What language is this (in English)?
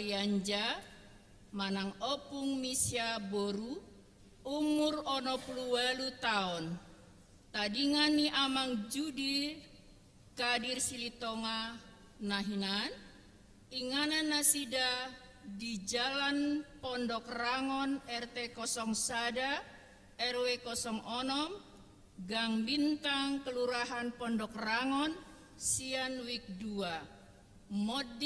Batak Toba